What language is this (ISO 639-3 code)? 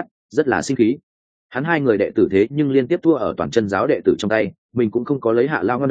vie